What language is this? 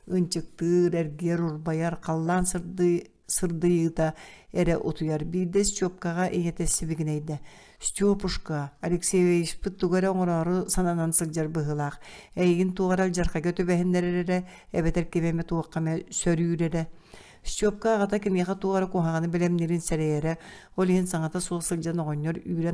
Yakut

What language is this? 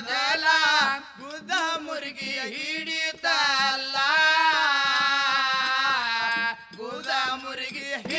Kannada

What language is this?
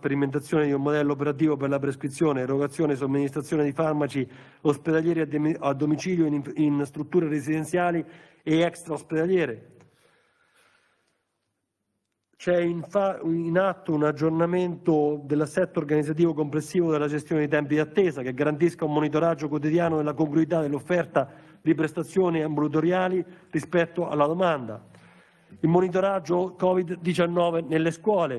Italian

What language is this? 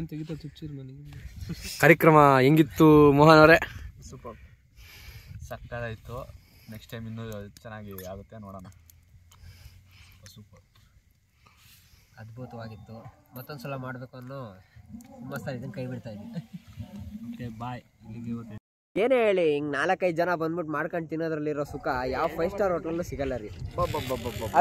Kannada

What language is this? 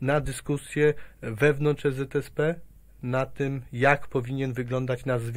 Polish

